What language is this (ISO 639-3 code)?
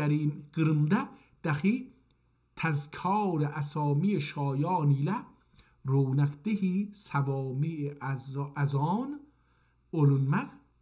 azb